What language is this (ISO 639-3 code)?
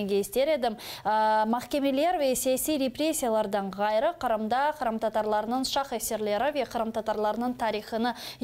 crh